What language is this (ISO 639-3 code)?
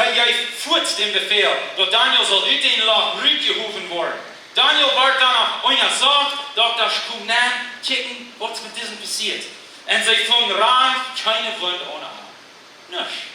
pdt